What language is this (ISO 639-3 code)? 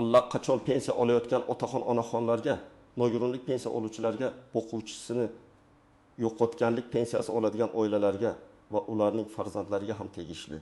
uzb